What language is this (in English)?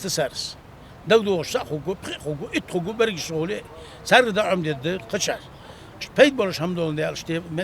Ingush